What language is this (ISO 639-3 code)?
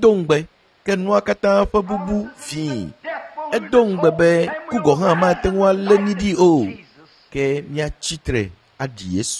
ewe